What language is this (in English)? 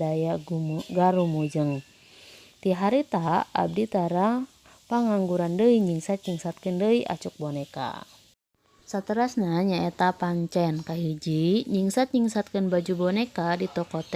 Sundanese